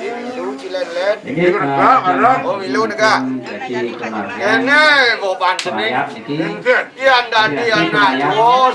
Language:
Balinese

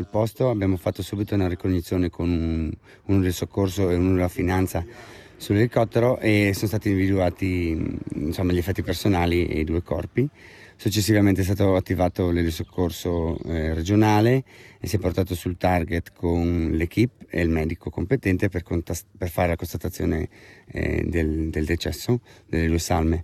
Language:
Italian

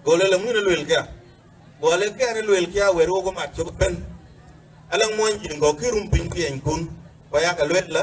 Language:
Dinka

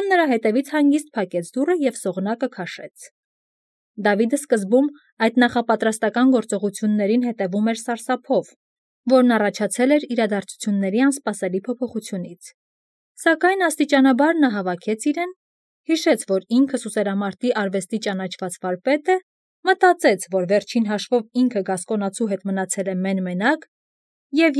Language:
Armenian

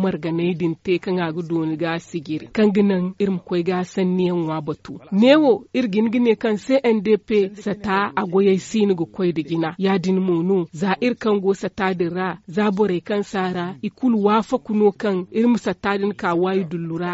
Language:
Zarma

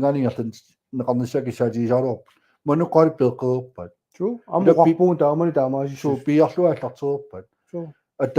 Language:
Kalaallisut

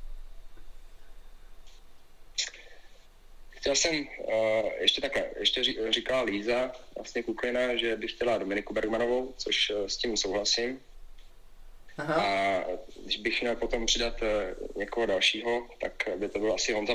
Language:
Czech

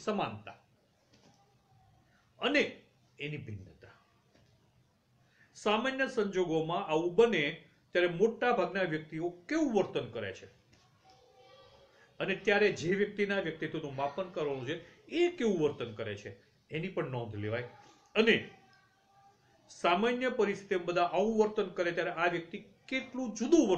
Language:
Gujarati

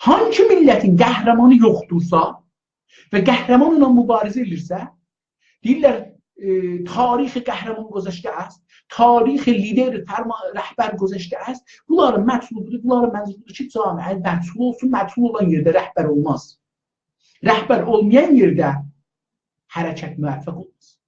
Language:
South Azerbaijani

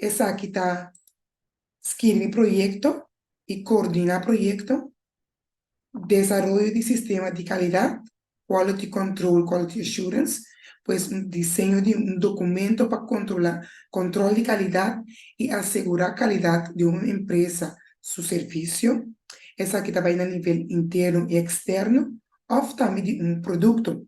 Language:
Papiamento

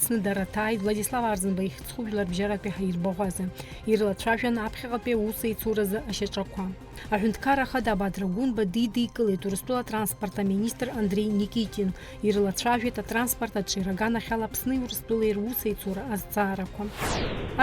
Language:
Abkhazian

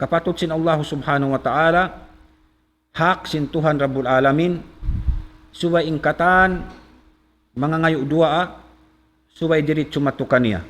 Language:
Tausug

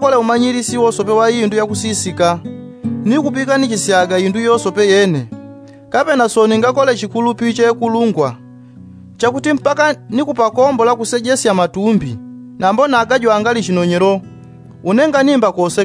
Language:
Yao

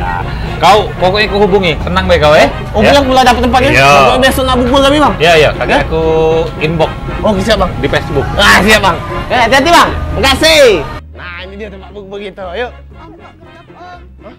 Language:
Musi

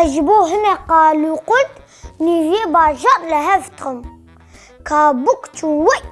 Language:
Kurdish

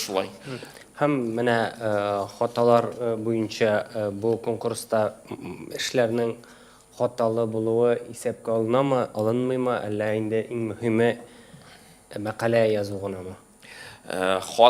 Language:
Tatar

